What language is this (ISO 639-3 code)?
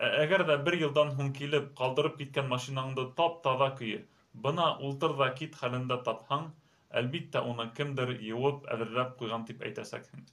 bak